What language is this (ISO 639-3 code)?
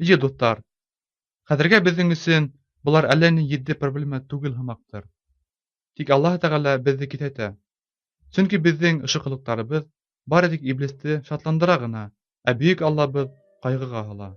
bak